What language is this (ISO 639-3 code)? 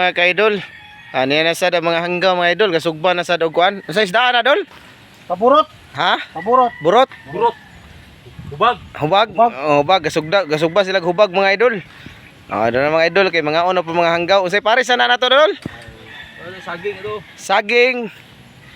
ceb